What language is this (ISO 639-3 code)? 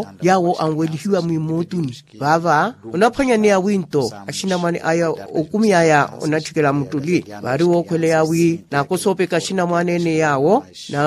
vmw